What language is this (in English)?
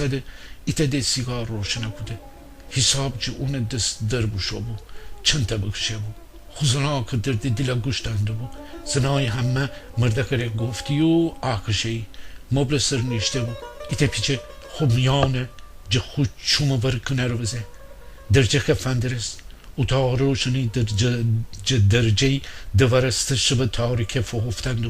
Gilaki